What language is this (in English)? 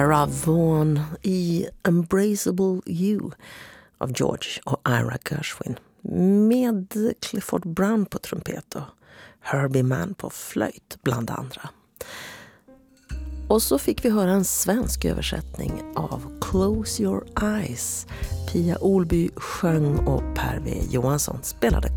Swedish